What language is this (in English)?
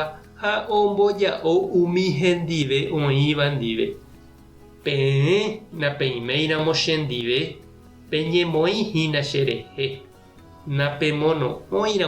Guarani